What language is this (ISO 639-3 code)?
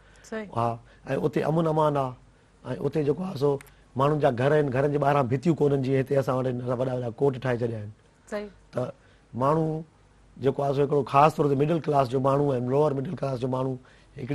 snd